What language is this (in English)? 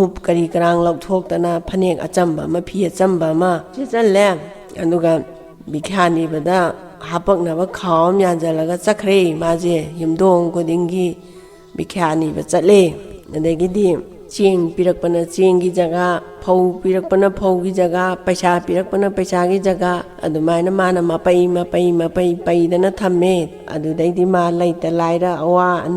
Manipuri